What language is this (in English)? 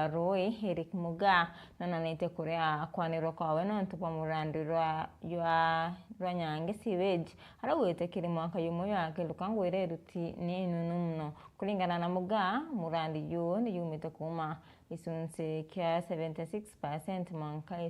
Meru